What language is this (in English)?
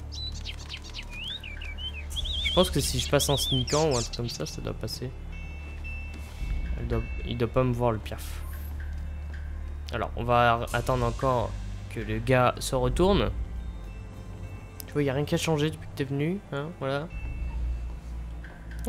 French